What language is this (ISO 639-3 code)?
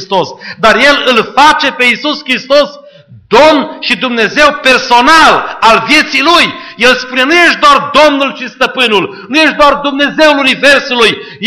ron